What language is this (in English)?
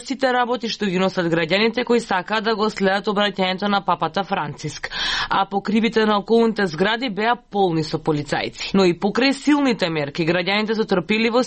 Macedonian